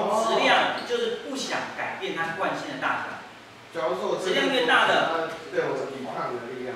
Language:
Chinese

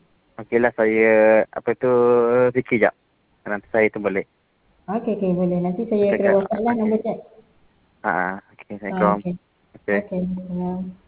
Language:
Malay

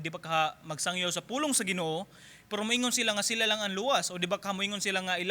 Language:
Cebuano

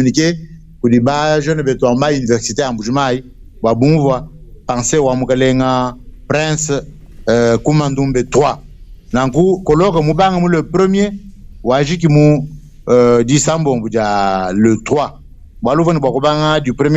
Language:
Luba-Lulua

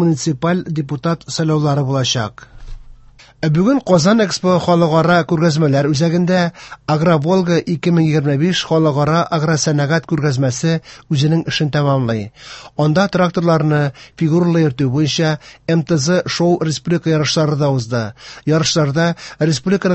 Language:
Tatar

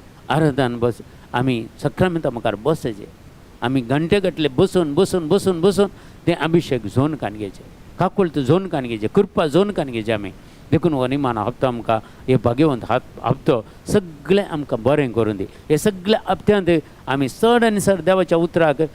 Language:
Konkani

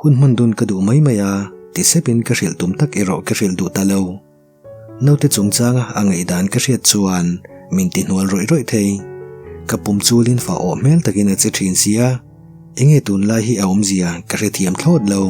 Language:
Mizo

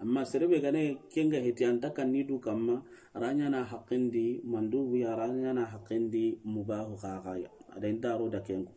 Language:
Soninke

